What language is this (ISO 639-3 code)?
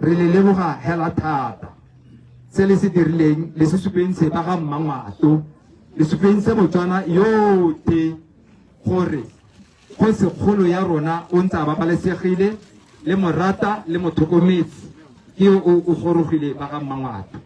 tsn